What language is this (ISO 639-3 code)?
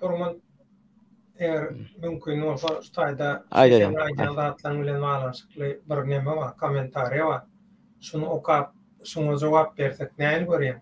tuk